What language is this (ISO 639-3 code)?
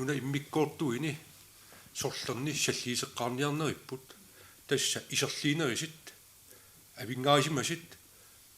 kal